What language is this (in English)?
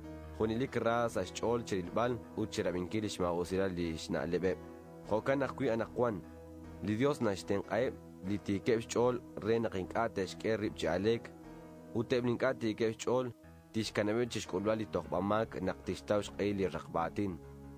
Kekchí